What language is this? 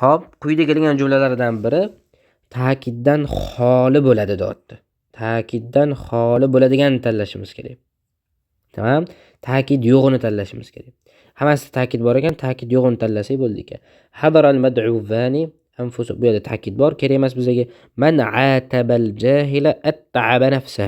Uzbek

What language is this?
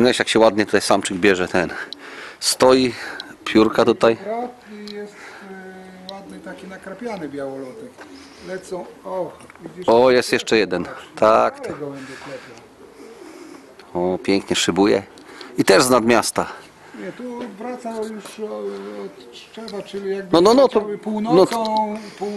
Polish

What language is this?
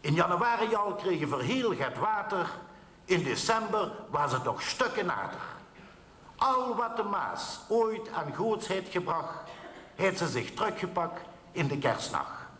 Limburgish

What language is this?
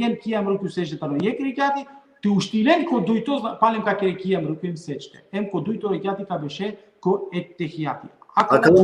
Balkan Romani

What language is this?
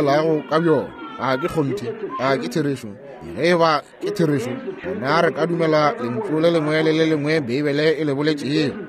Northern Sotho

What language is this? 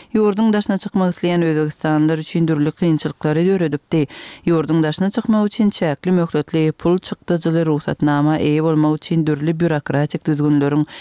Turkmen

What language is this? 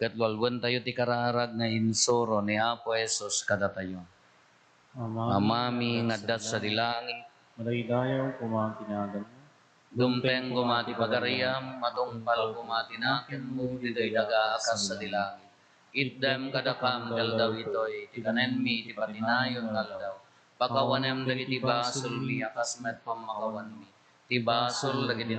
Iloko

